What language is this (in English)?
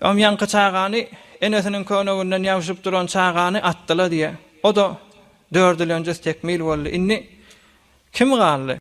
Turkmen